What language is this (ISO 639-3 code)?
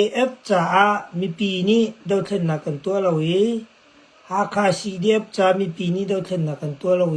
cnh